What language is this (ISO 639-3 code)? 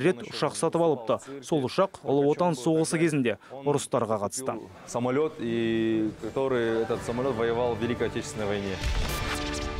kaz